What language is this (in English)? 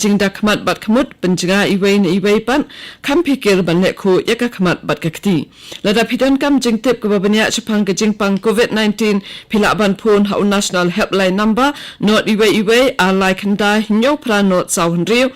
Khasi